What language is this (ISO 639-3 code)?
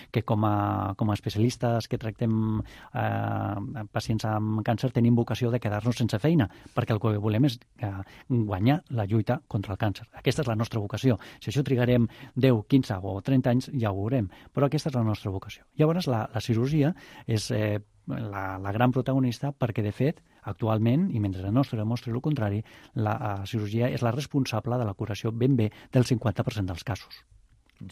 cat